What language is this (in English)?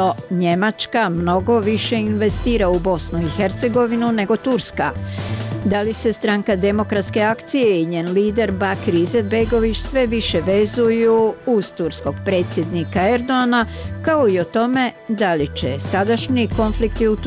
Bosnian